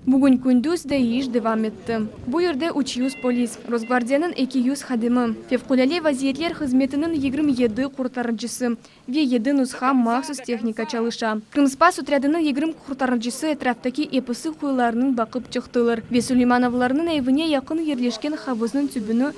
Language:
Crimean Tatar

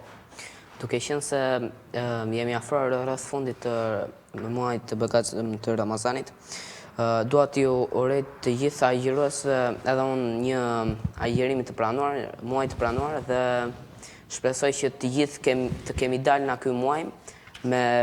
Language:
Albanian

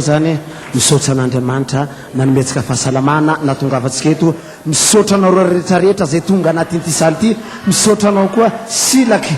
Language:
Malagasy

